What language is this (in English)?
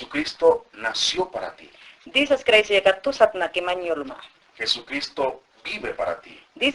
Mayangna